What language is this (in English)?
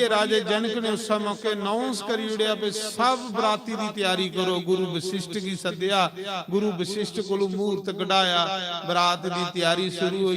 Dogri